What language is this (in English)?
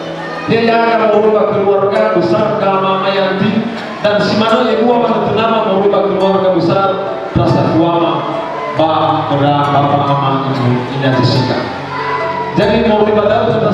Nias